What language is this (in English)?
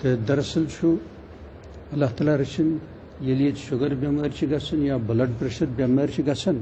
Kashmiri